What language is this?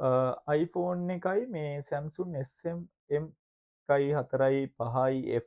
Sinhala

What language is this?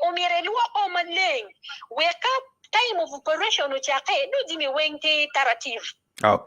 Acoli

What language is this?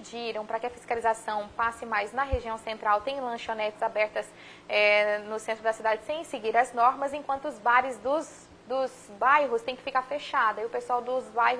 Portuguese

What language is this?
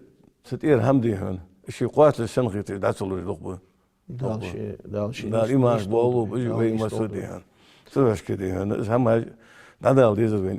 Ingush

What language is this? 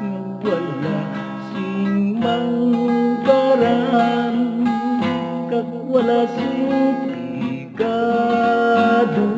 Hiligaynon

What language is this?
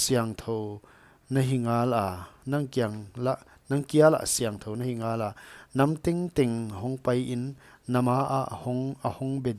Paite Chin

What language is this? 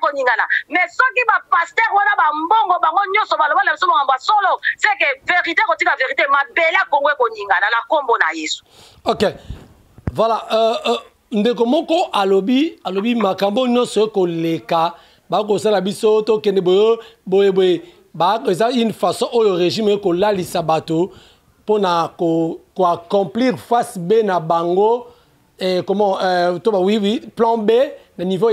Lingala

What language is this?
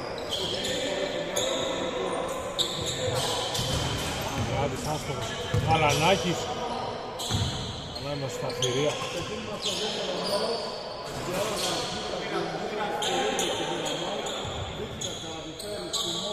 Greek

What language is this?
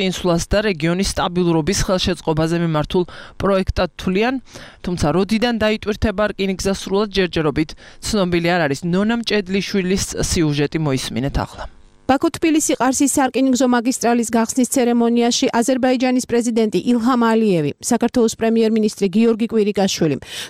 Georgian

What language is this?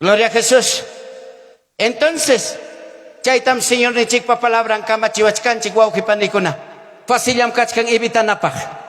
Ayacucho Quechua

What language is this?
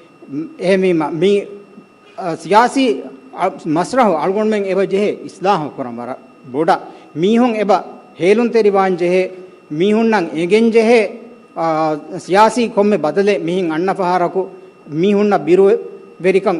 Divehi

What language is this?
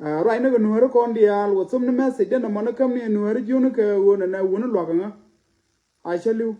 Nuer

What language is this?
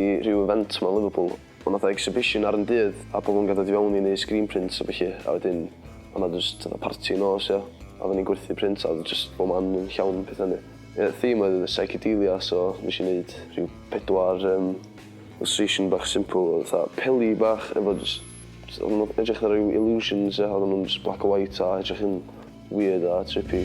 Welsh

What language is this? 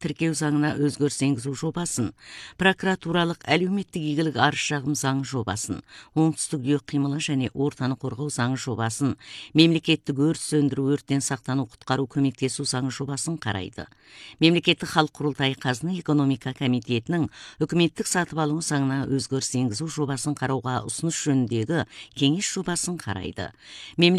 Kazakh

